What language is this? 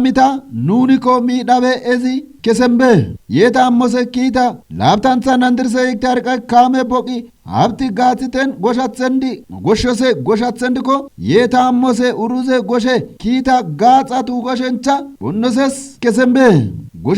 Kafa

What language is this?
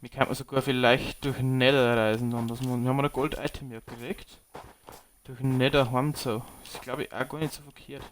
Bavarian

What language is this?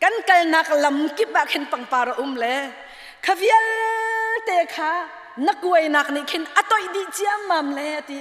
Hakha Chin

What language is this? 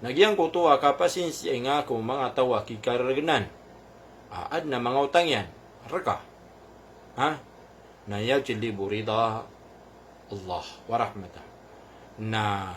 Maranao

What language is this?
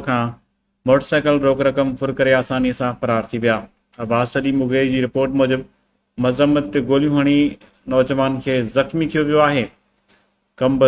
Sindhi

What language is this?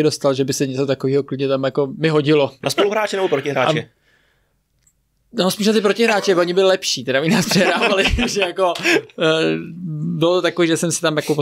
Czech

